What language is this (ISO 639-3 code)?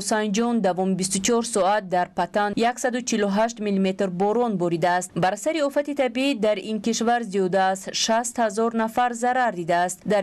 tgk